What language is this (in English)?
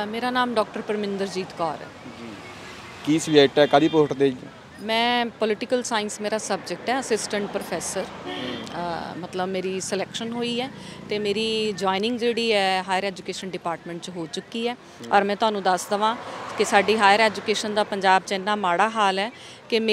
Punjabi